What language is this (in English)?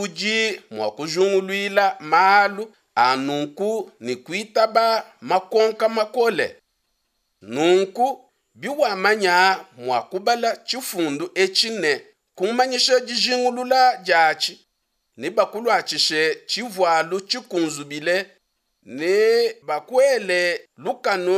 Luba-Lulua